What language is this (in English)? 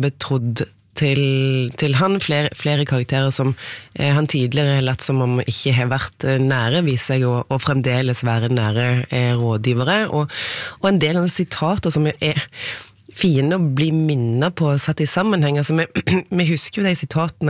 Norwegian